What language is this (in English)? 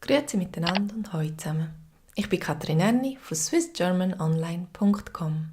Swiss German